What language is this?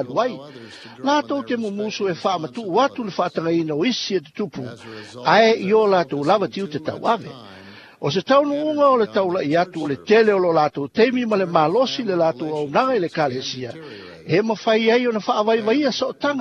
Samoan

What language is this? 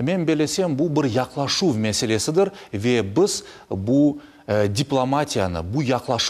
Crimean Tatar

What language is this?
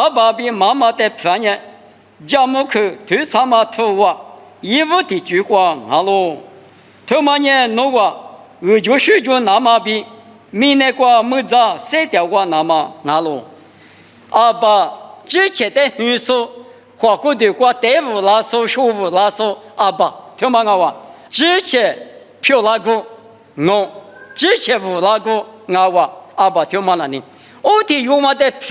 Lisu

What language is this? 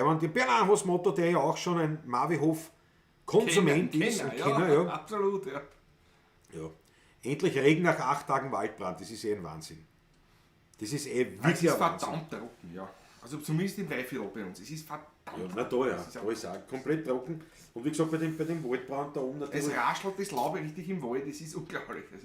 Bavarian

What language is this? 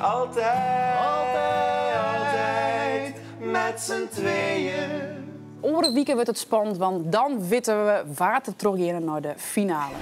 Western Frisian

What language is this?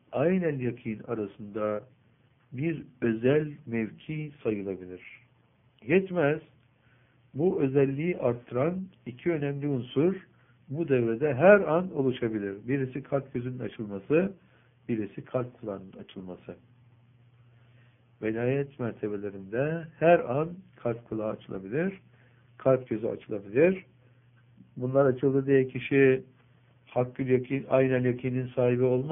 Turkish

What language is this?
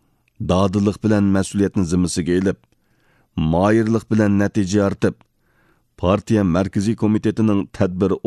Uyghur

